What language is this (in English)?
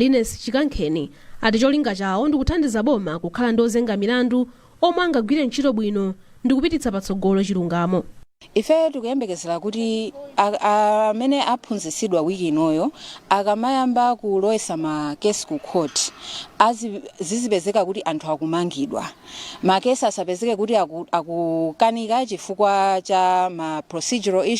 Nyanja